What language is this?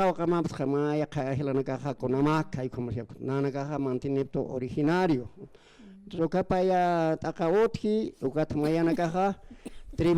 Aymara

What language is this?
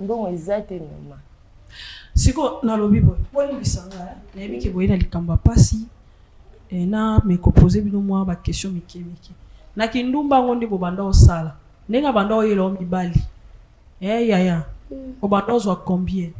Lingala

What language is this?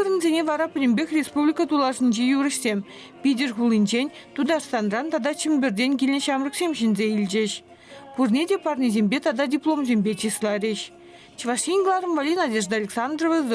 Chuvash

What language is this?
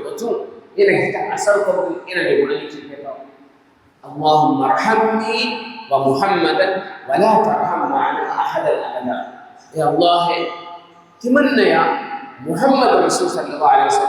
Divehi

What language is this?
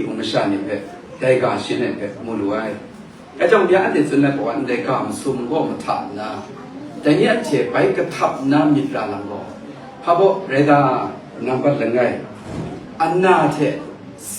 Kachin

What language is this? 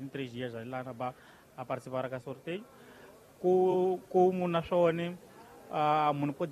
Tsonga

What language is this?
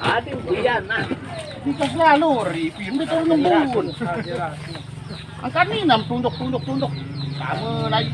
Sasak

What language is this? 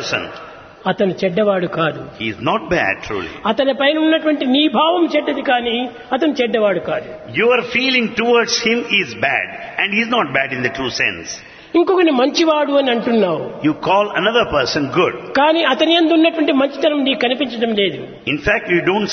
Telugu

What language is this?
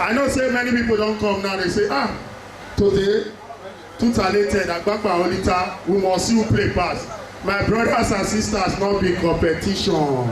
Nigerian Pidgin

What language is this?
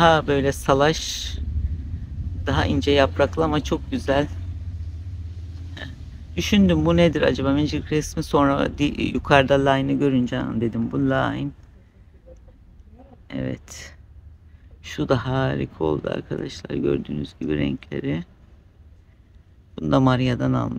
Turkish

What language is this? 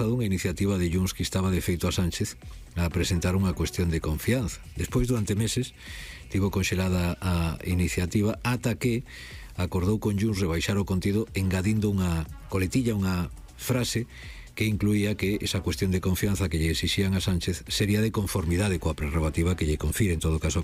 Galician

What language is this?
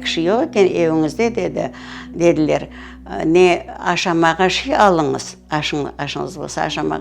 Crimean Tatar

